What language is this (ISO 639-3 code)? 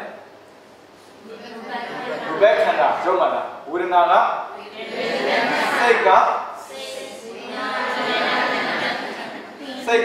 mya